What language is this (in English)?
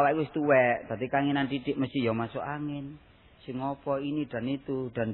Javanese